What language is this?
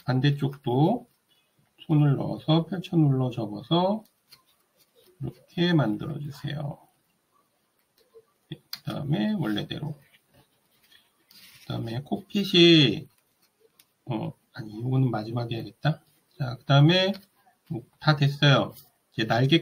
Korean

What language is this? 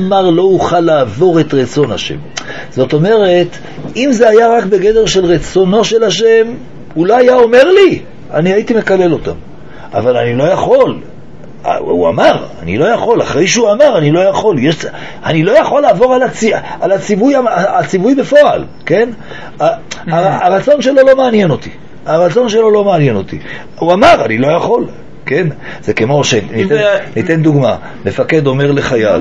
Hebrew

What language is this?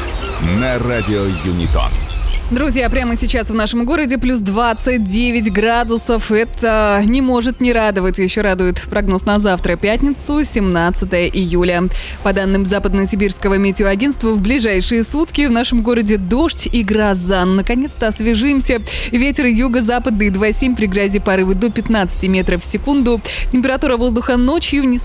Russian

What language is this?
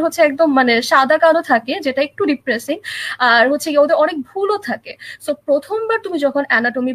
Bangla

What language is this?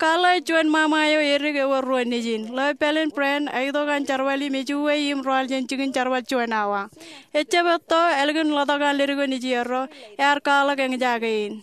Marshallese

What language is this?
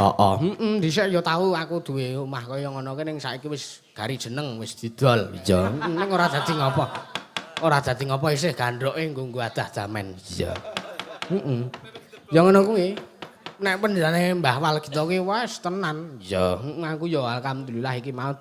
Javanese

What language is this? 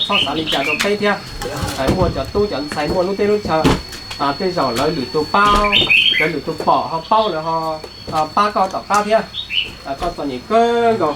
Hmong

